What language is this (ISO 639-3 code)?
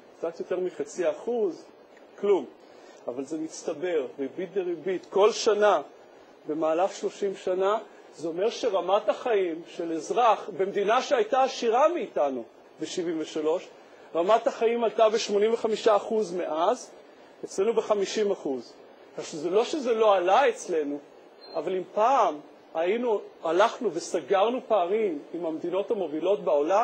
heb